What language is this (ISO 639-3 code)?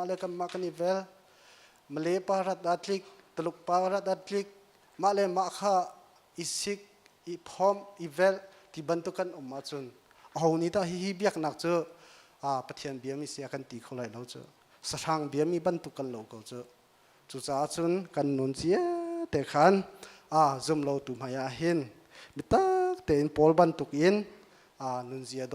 cnh